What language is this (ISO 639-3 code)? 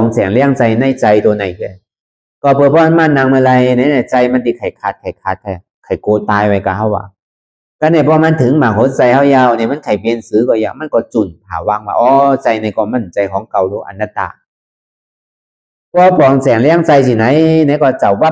shn